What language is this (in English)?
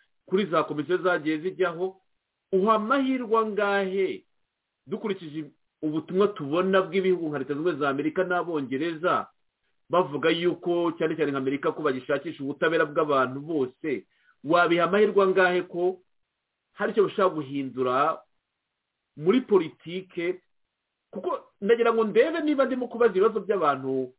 Kinyarwanda